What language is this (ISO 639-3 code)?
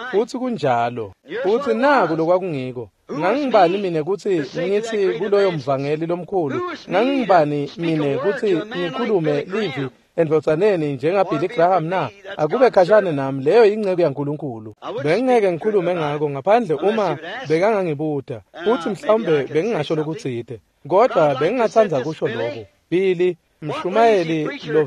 ssw